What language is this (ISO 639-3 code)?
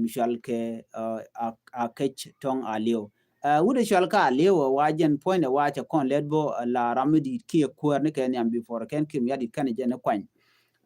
nus